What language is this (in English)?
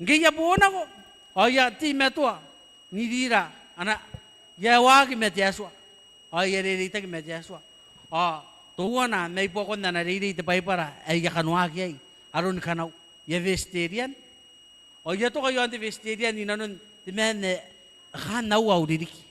Gilbertese